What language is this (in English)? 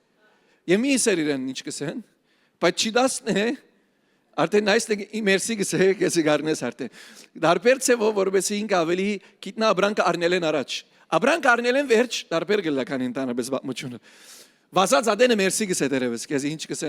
Western Armenian